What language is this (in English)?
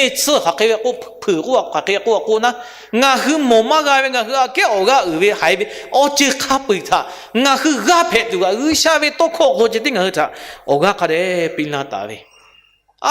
Lahu